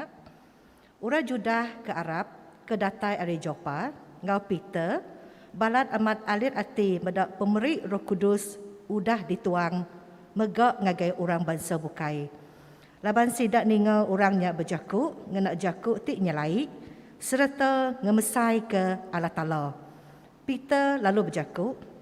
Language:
Iban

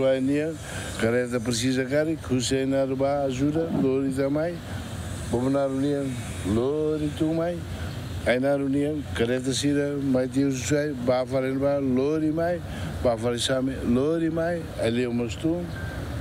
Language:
Tetum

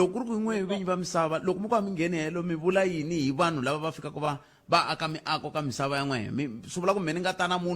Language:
Tsonga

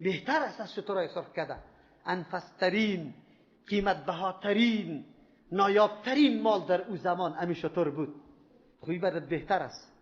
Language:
Persian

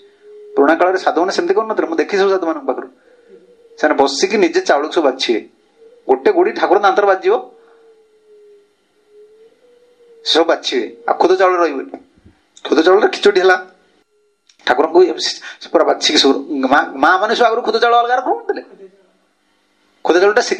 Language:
Odia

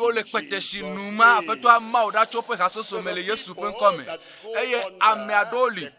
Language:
Ewe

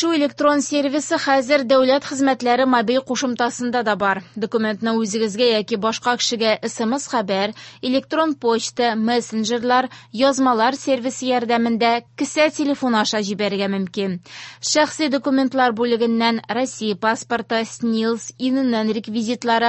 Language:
Tatar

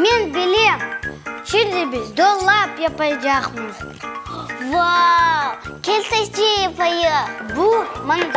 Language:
Crimean Tatar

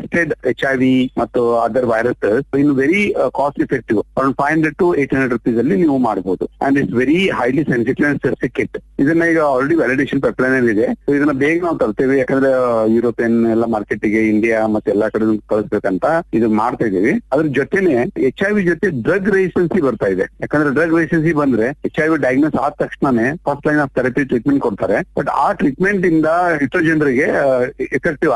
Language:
Kannada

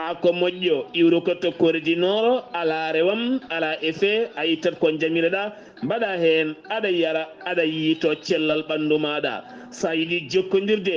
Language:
Fula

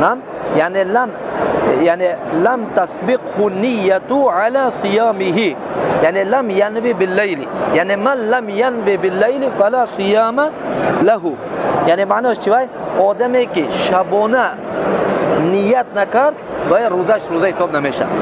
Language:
Tajik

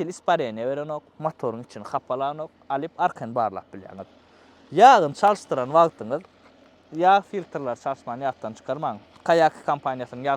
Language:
Turkmen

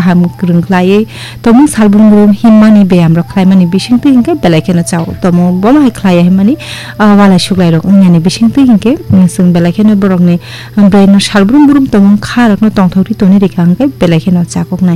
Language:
Kok Borok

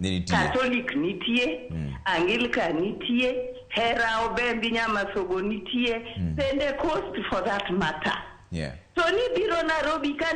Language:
Luo (Kenya and Tanzania)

